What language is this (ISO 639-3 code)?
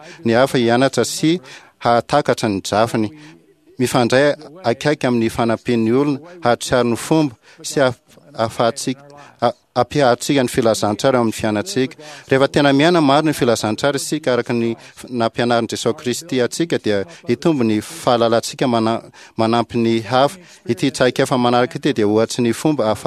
mlg